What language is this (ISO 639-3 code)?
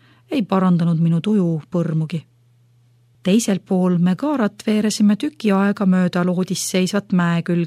est